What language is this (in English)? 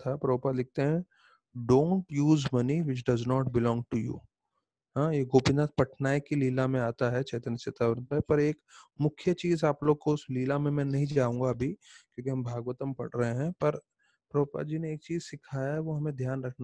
Hindi